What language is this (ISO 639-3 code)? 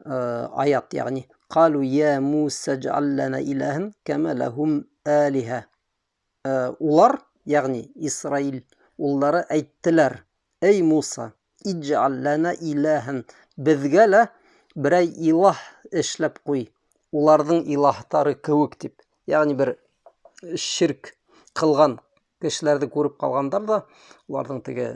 bak